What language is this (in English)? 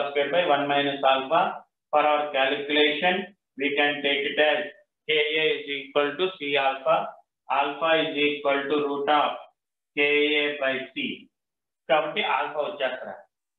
Telugu